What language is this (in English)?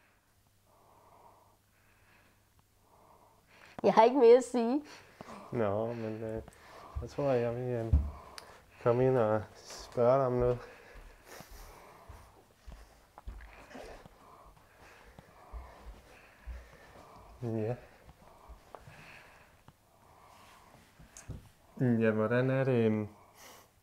Danish